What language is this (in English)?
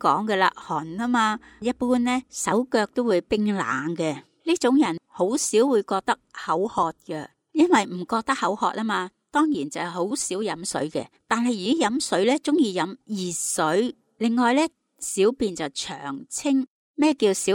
Cantonese